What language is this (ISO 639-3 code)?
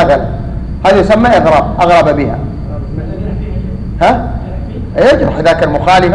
ara